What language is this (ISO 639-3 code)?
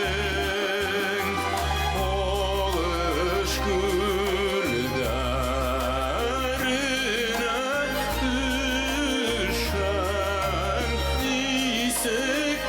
bak